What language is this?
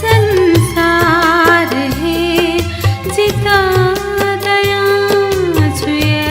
Newari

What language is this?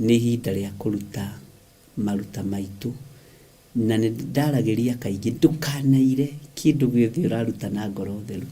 Kikuyu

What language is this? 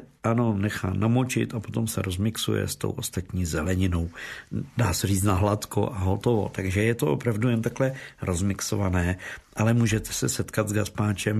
Czech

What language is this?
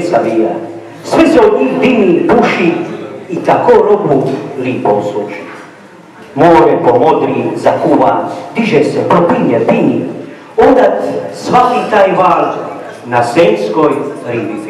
Croatian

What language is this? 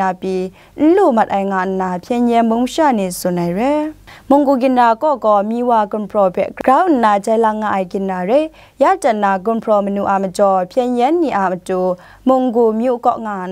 Kachin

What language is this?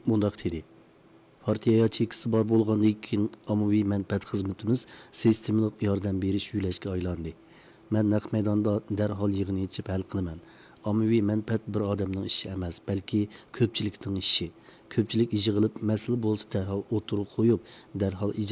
Uyghur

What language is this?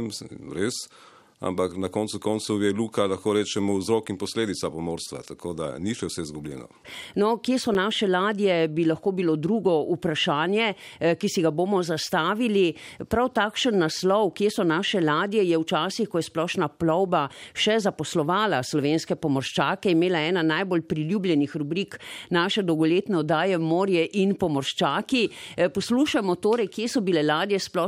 Slovenian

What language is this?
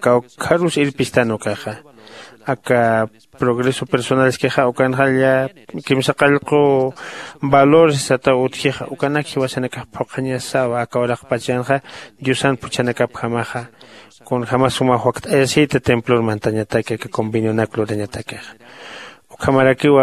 Aymara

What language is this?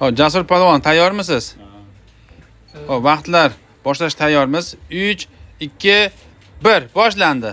Uzbek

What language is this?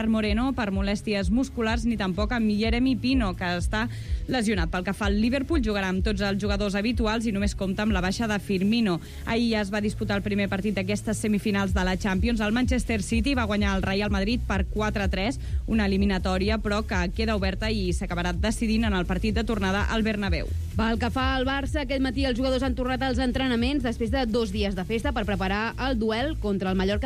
Catalan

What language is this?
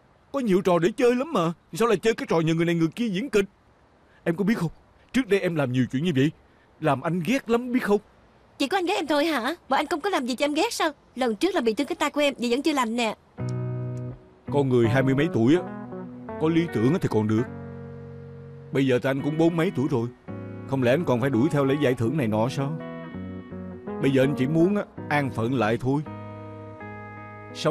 Vietnamese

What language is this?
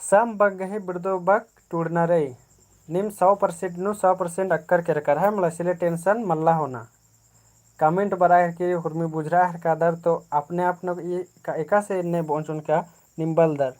Kurukh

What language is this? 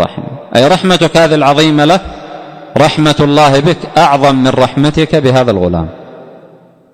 Arabic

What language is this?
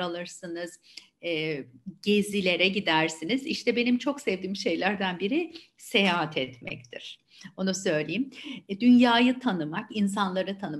Turkish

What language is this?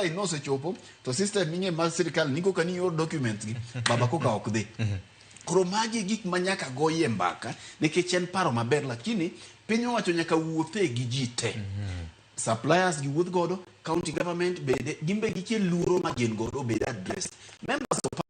Luo (Kenya and Tanzania)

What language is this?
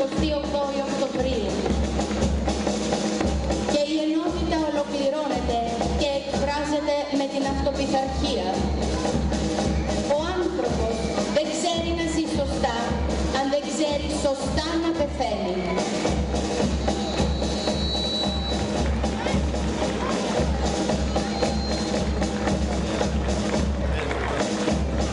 Greek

